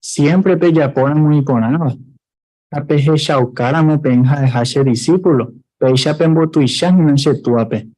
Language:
Guarani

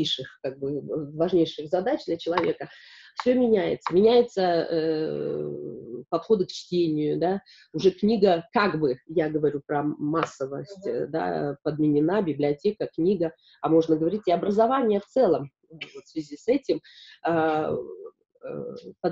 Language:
Russian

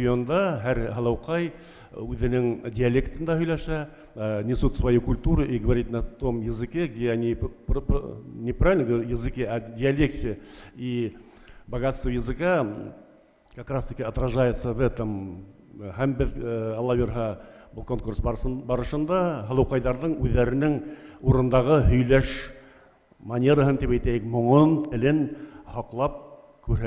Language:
Bashkir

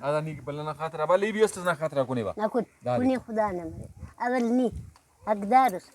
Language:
Brahui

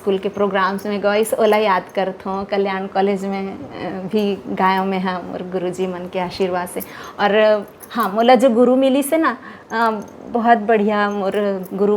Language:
Chhattisgarhi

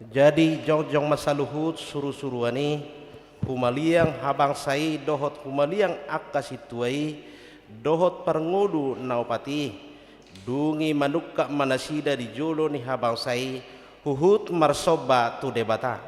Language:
Batak Toba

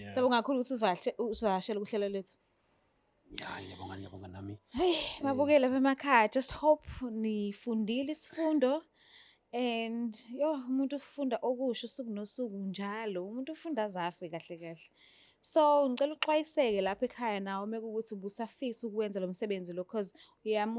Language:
Zulu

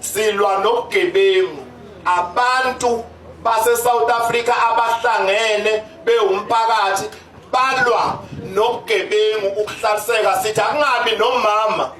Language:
Zulu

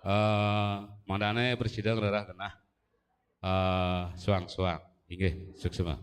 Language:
Balinese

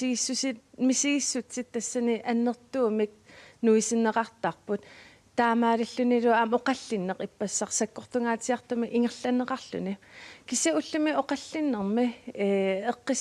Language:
Kalaallisut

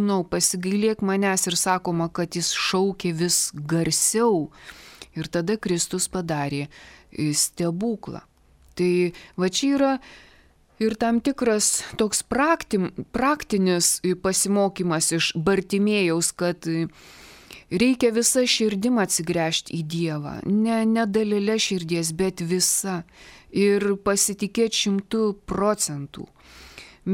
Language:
Lithuanian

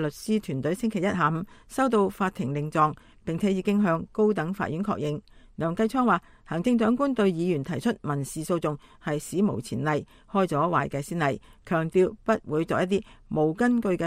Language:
Cantonese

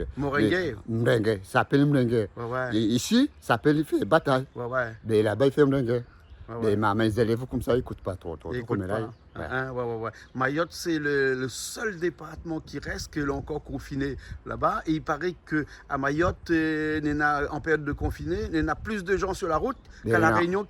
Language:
Réunion Creole French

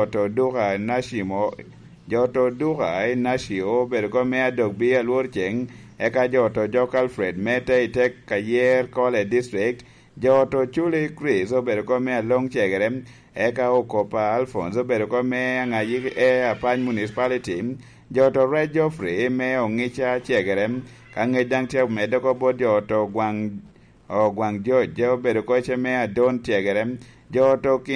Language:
Lango (Uganda)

